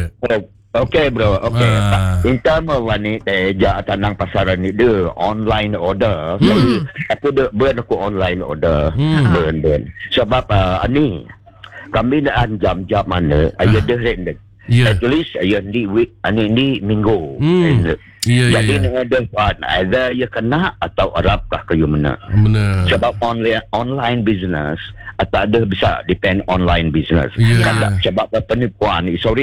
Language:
Malay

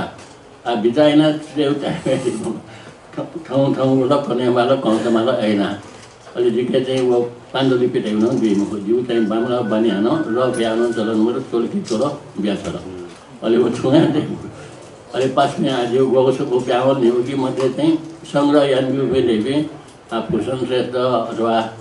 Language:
Newari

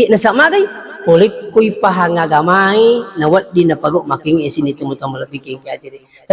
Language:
Buginese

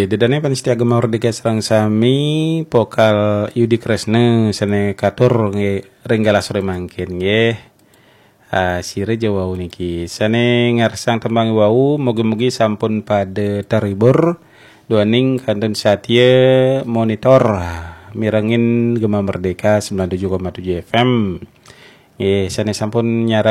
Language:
Balinese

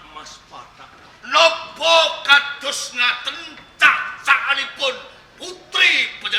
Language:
Javanese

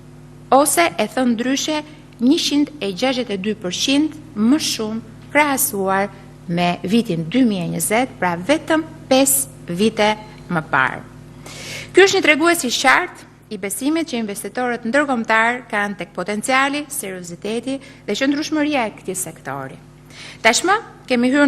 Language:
Albanian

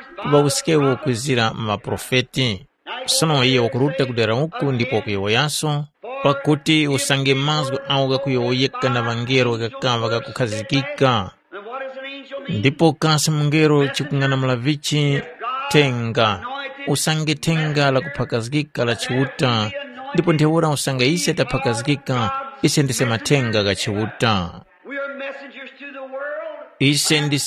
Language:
Tumbuka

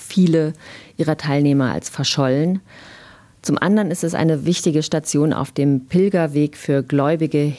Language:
German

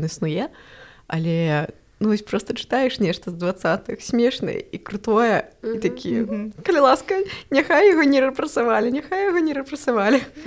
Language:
Belarusian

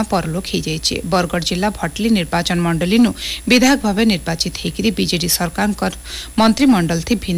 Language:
Odia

